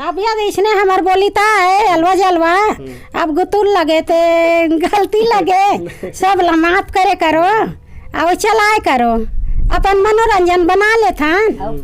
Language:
Chhattisgarhi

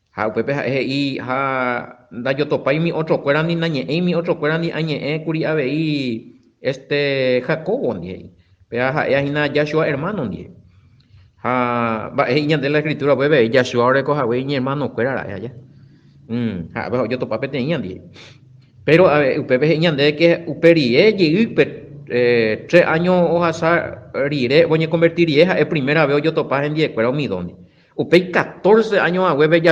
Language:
Guarani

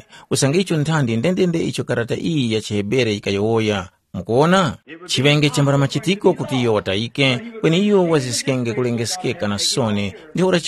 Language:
Tumbuka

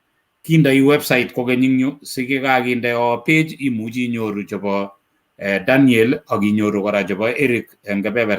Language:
Kalenjin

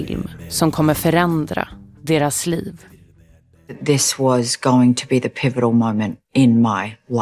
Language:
Swedish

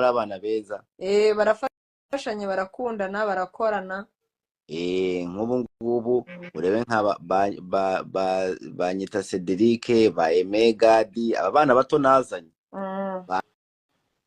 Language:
Kinyarwanda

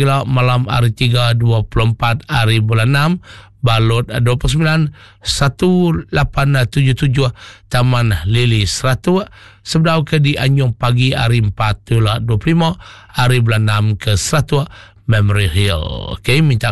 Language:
Iban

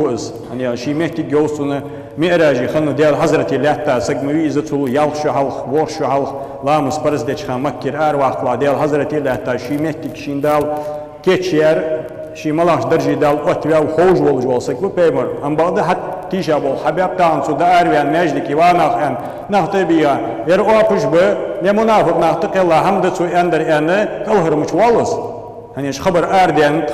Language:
Ingush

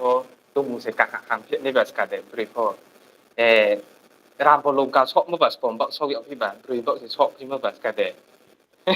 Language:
Riang (India)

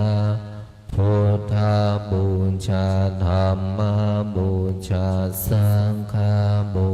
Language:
Pali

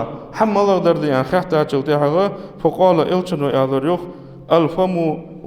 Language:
Ingush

